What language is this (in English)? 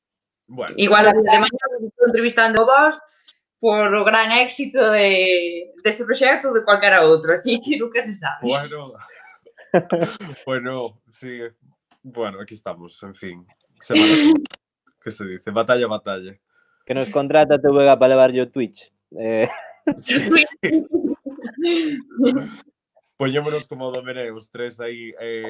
Galician